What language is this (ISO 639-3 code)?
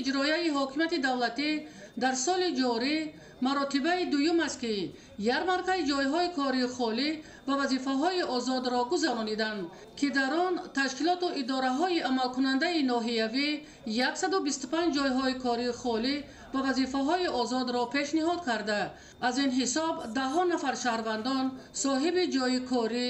tgk